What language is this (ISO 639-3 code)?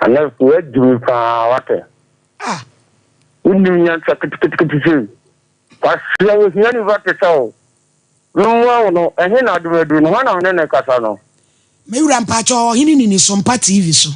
aka